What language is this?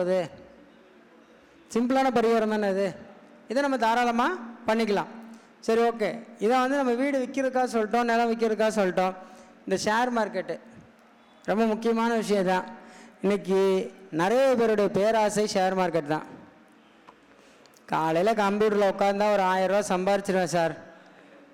Tamil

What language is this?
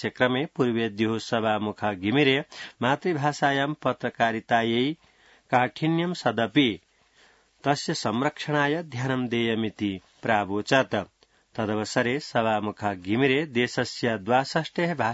Sanskrit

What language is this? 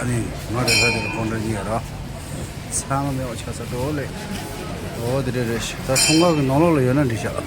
Tibetan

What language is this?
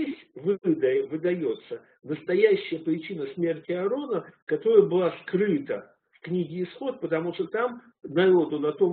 Russian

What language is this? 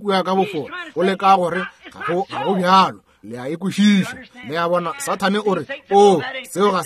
Northern Sotho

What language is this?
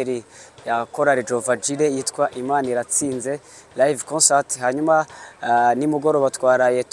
Kinyarwanda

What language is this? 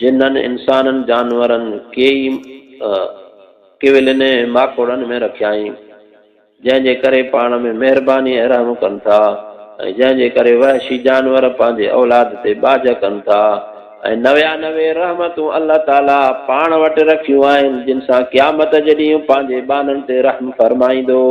Sindhi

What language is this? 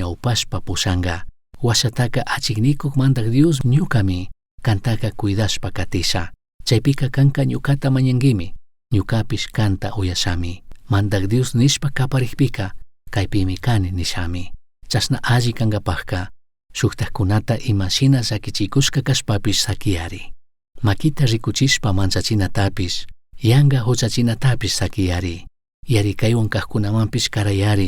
Chimborazo Highland Quichua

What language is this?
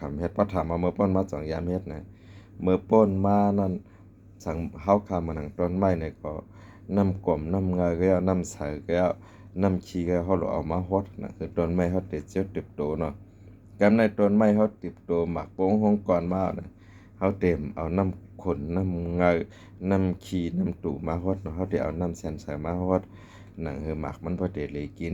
Shan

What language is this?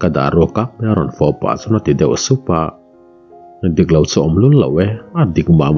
Mizo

